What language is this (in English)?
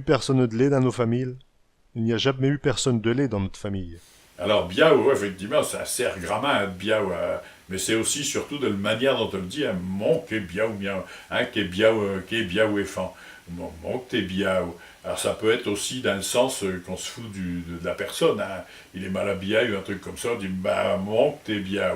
Picard